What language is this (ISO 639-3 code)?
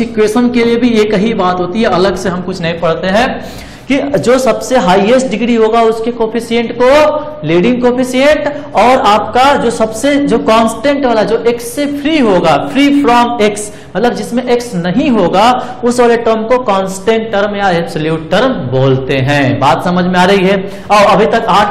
hin